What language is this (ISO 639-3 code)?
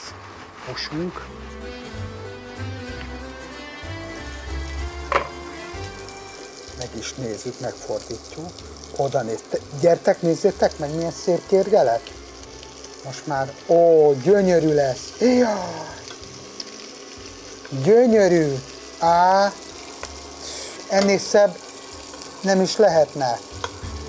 hun